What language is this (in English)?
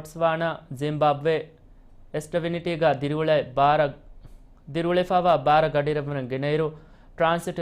Divehi